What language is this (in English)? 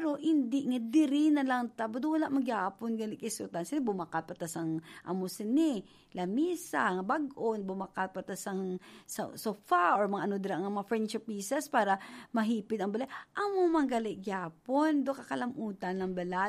Hiligaynon